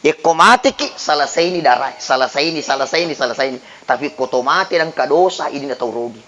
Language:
Buginese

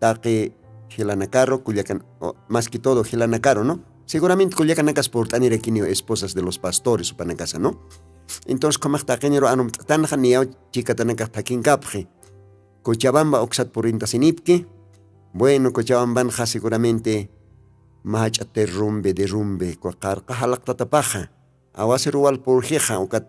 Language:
Aymara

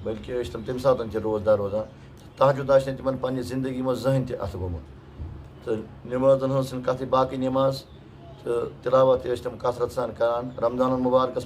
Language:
Kashmiri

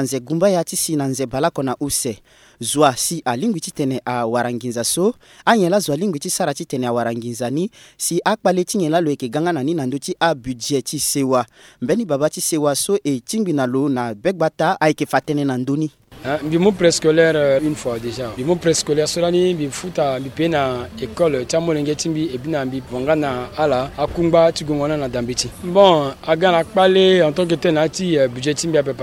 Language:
Sango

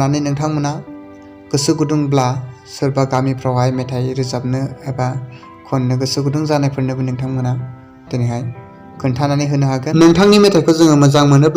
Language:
Bodo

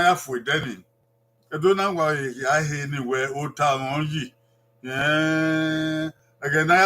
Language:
Bini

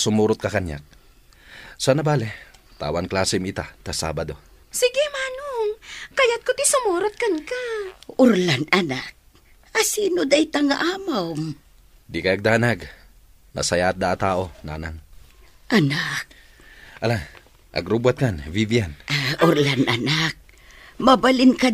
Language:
Iloko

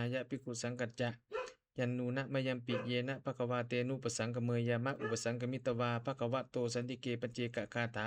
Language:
Pali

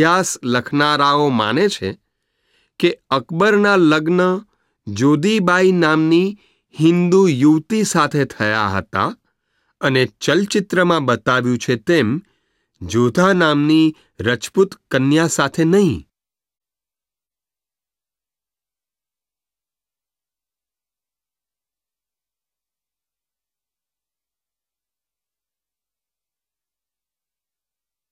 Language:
Gujarati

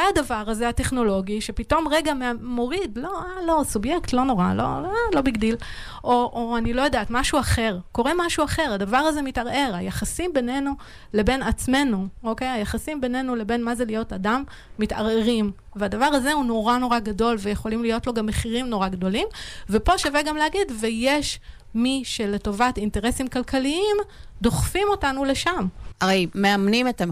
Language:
Hebrew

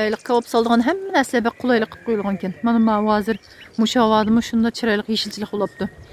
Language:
Uyghur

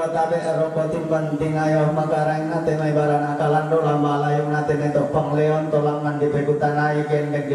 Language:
Toraja-Sa'dan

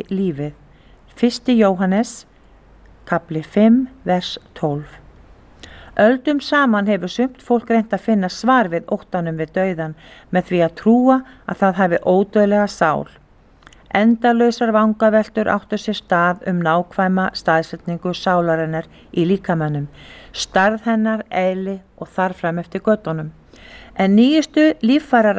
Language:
Icelandic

